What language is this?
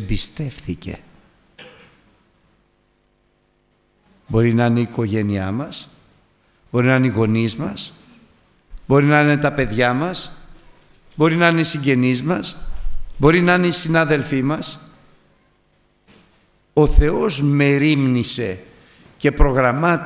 Greek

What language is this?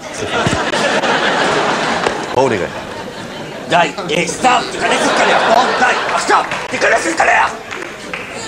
Hebrew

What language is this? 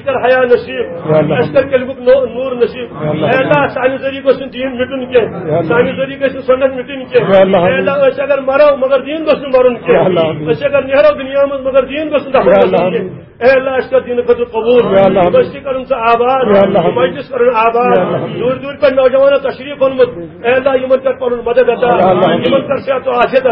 Kashmiri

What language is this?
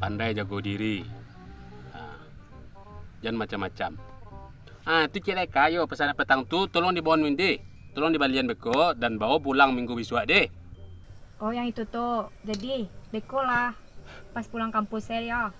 Minangkabau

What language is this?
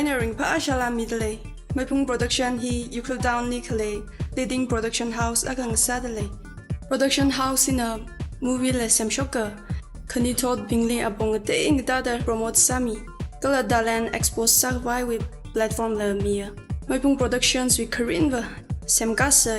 Tangkhul Naga (India)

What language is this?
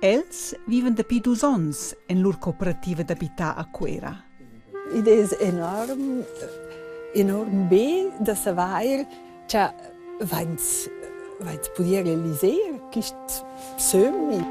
Romansh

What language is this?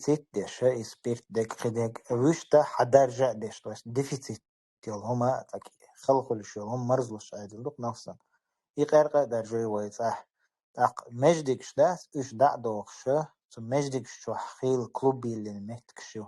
Chechen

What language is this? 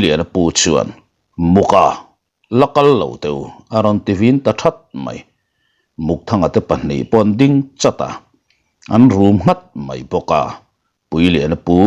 Mizo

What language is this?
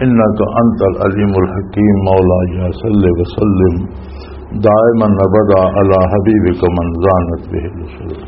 Western Panjabi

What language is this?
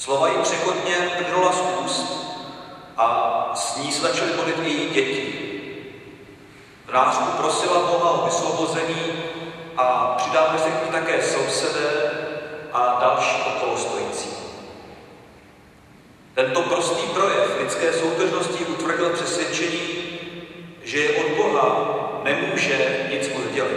Czech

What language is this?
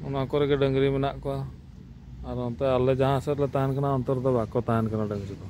Santali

